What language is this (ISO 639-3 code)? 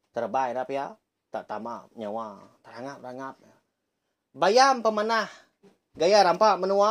iba